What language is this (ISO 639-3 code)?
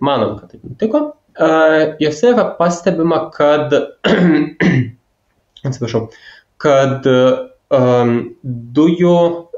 lit